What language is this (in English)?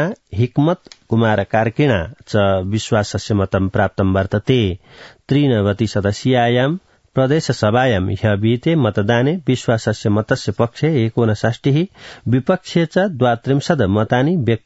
Sanskrit